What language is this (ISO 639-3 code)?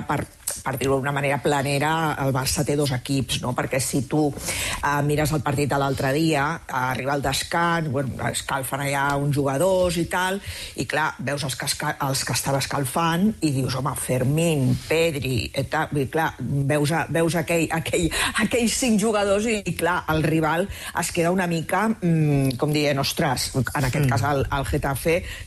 cat